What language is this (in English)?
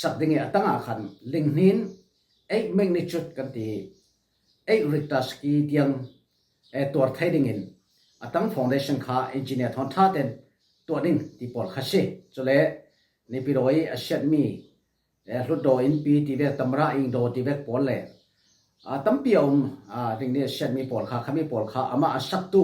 Falam Chin